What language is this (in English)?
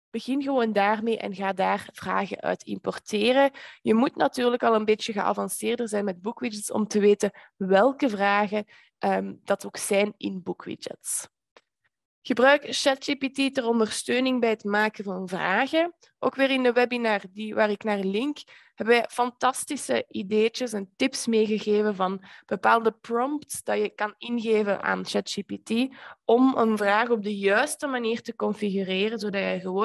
Dutch